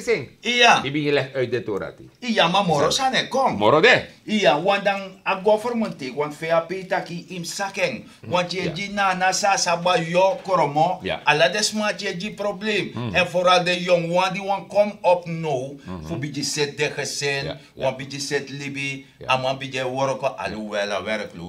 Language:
Sranan Tongo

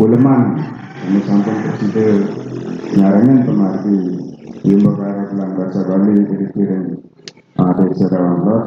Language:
Balinese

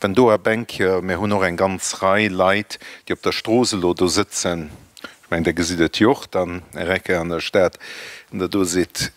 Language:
Luxembourgish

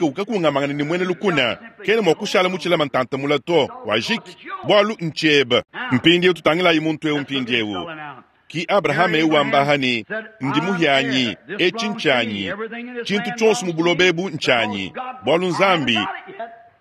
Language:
Luba-Lulua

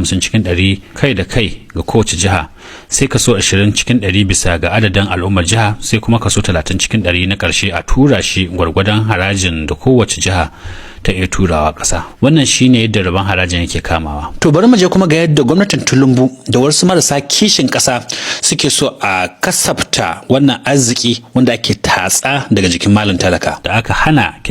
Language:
Hausa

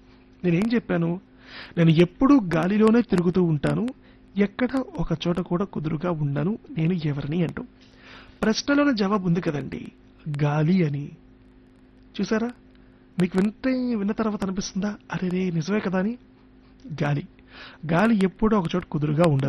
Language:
Telugu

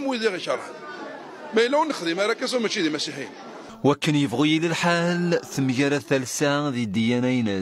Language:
Kabyle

